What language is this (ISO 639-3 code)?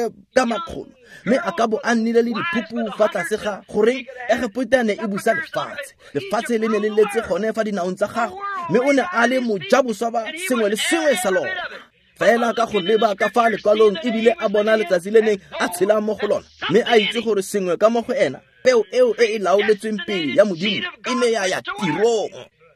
tsn